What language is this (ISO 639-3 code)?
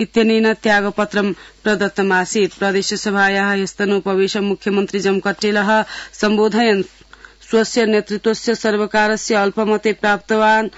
san